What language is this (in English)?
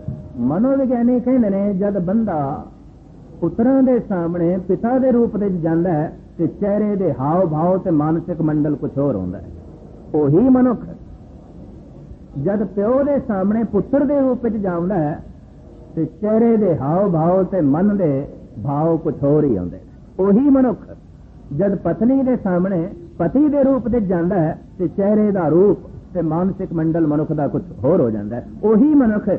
Punjabi